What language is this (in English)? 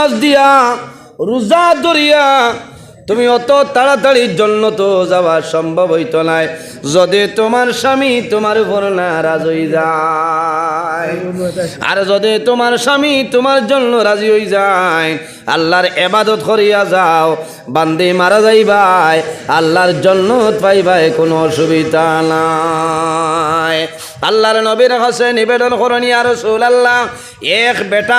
Sylheti